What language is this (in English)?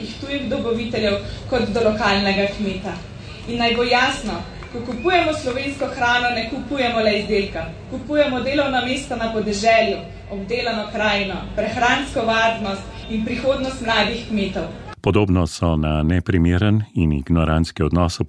Slovenian